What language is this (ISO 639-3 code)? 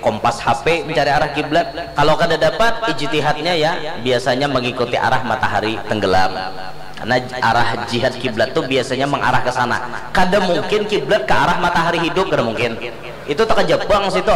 bjn